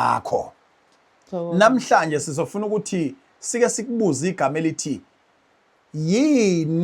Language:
Zulu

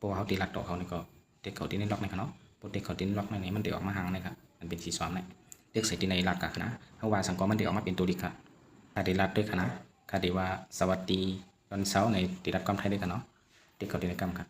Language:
Shan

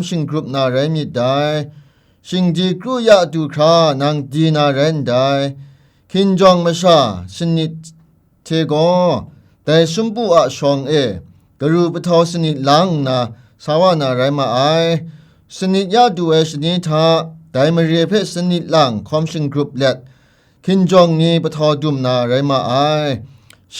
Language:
Kachin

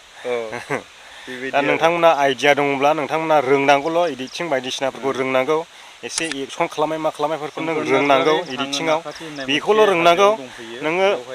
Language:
Bodo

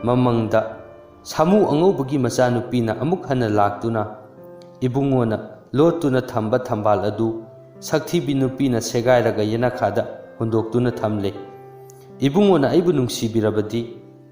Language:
Manipuri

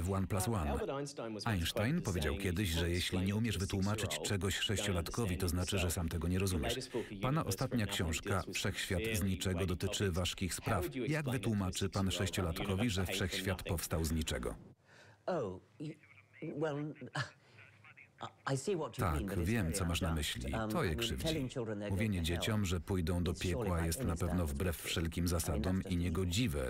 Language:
Polish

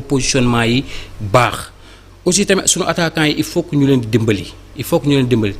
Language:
Wolof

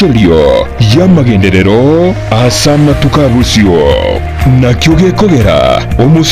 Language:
Gusii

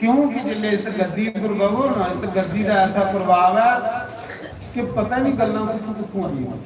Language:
Dogri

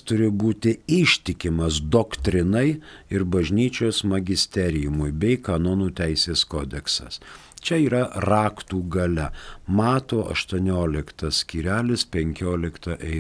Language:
Lithuanian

